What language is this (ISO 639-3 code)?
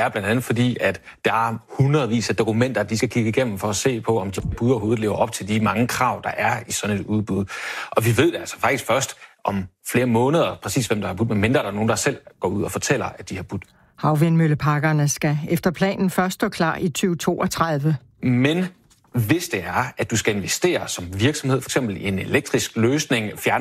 dan